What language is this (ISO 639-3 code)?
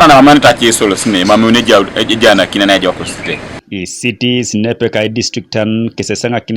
teo